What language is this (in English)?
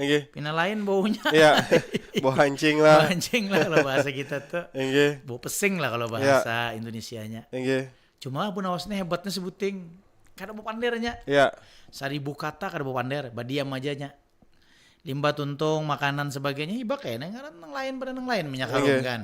Banjar